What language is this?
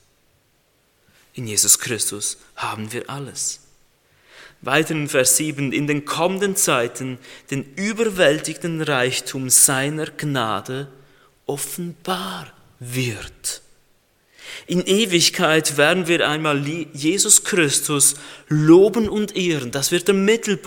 German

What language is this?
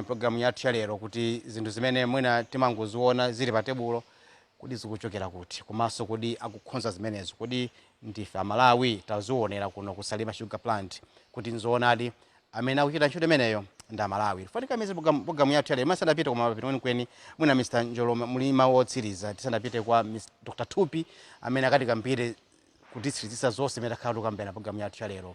Nyanja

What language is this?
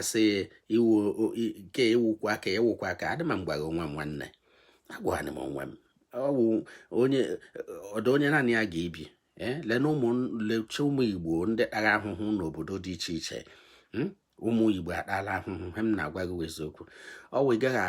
Igbo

